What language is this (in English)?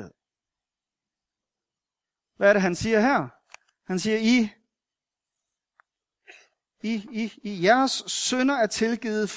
Danish